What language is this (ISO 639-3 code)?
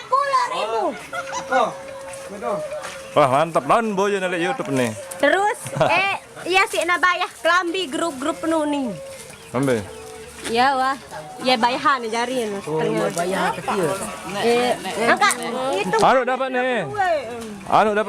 sas